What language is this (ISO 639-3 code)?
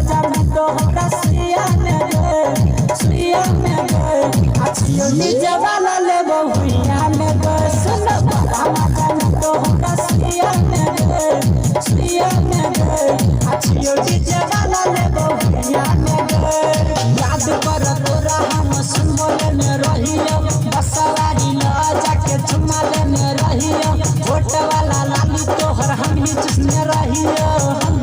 mai